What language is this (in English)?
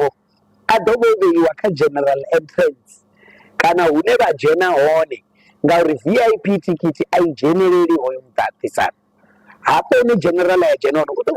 Venda